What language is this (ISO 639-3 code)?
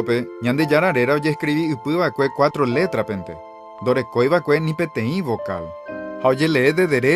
grn